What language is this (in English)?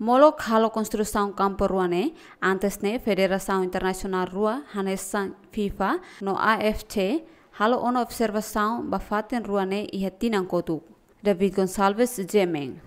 Tetum